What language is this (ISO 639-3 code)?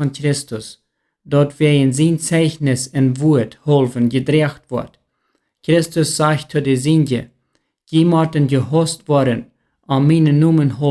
pdt